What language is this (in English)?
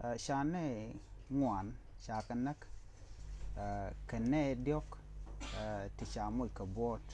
Nuer